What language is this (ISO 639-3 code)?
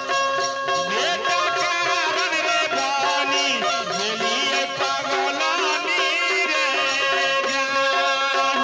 mai